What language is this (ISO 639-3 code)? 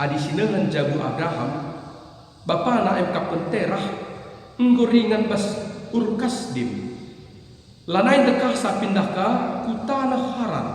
btx